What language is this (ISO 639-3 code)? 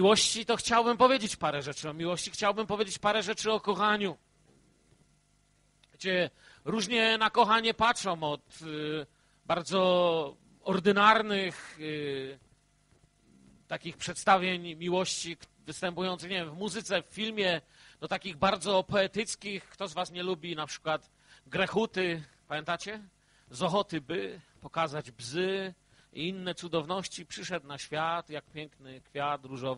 pol